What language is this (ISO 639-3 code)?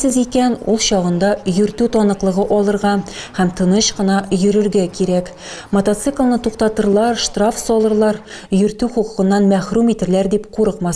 tat